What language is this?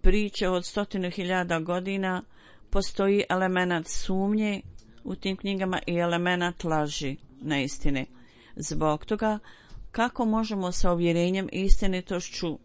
Bosnian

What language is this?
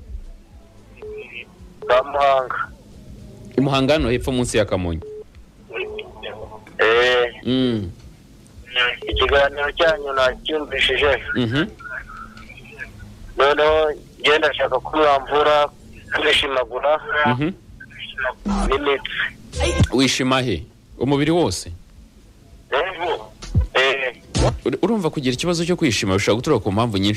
Kinyarwanda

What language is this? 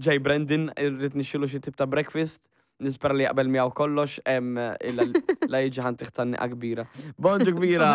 Maltese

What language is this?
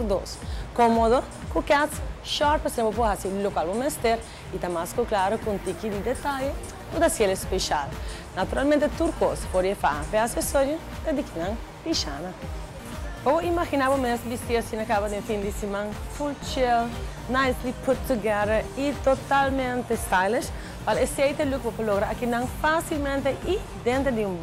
Papiamento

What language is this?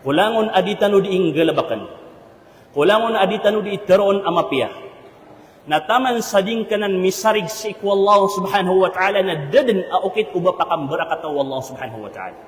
Maranao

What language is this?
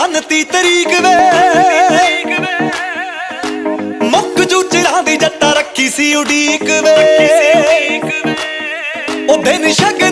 Punjabi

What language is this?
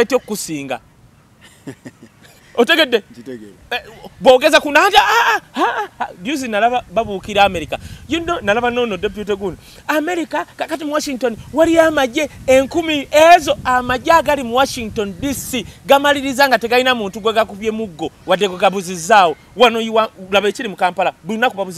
Ganda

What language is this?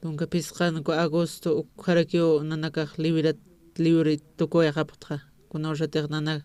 Aymara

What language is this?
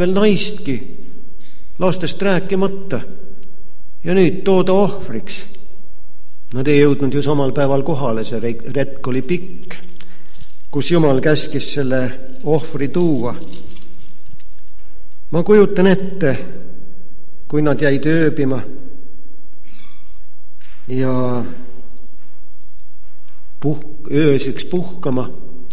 Estonian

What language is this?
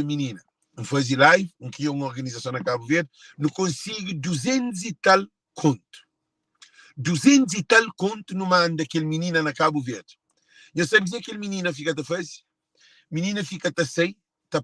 Kabuverdianu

